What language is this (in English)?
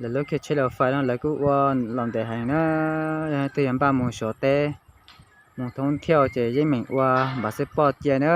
Hmong